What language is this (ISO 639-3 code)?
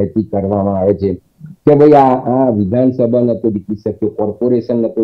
guj